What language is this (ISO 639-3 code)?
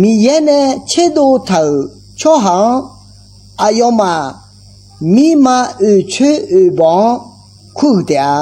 ahk